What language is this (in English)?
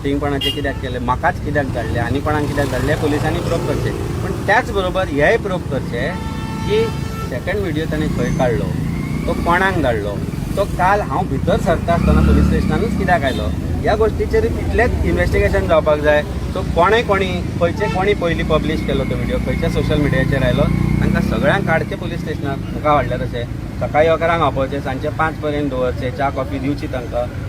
Konkani